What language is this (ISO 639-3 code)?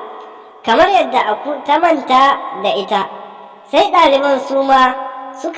hau